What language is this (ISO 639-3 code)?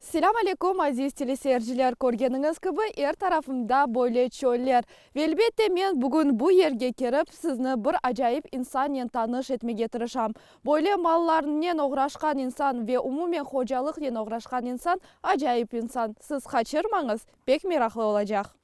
crh